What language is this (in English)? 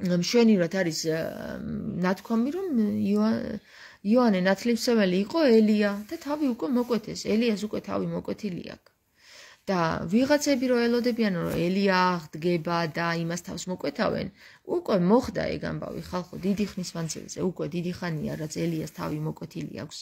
Georgian